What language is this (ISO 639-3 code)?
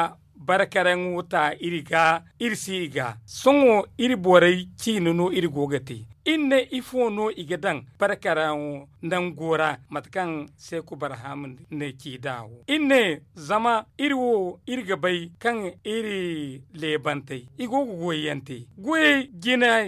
dje